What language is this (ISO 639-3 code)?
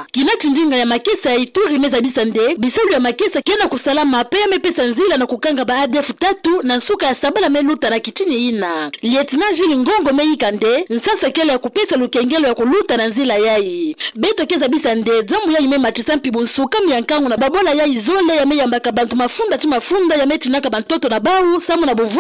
ktu